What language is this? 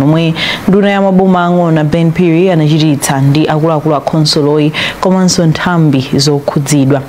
Nyanja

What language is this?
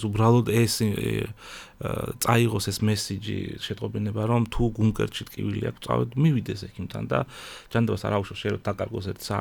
Georgian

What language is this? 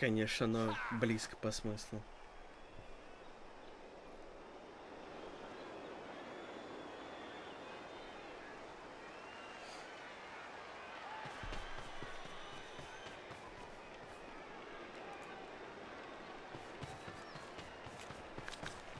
Russian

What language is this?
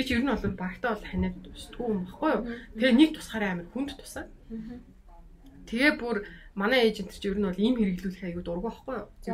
Mongolian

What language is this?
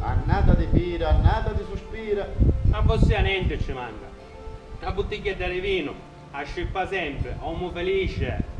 Sicilian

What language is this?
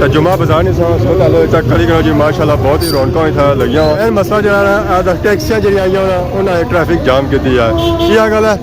Pahari-Potwari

